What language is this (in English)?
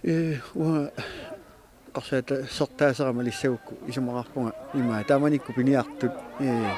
Kalaallisut